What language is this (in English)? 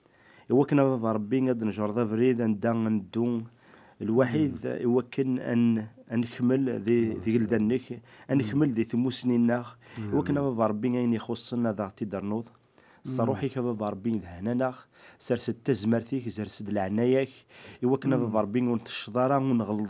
Kabyle